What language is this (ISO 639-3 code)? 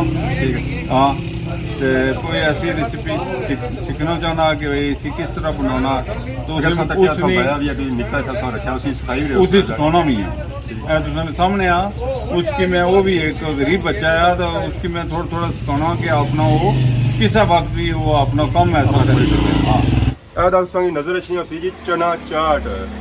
phr